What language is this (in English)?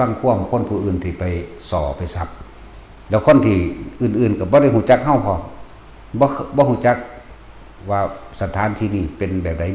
Northeastern Thai